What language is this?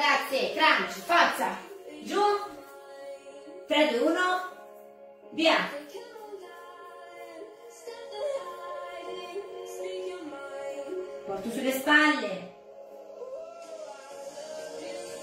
Italian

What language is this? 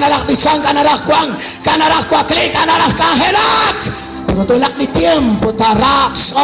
Kekchí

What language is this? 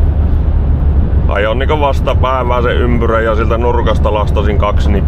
Finnish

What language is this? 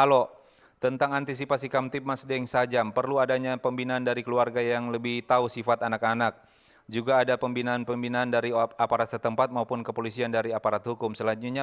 Manado Malay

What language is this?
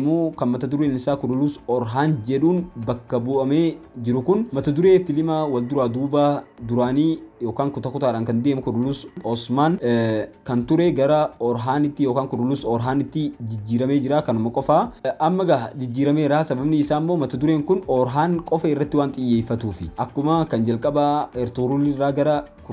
Oromo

